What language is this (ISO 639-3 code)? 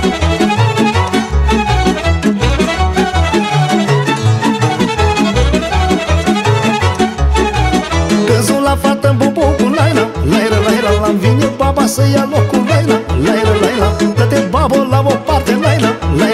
ron